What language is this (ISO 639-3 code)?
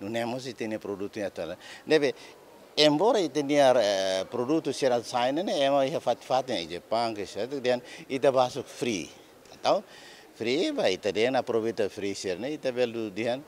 tet